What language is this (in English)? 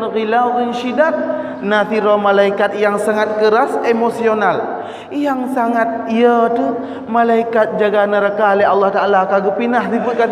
Achinese